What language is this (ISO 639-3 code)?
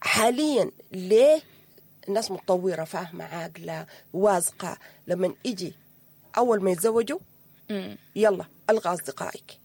apd